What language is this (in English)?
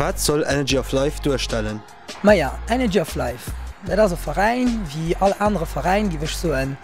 Luxembourgish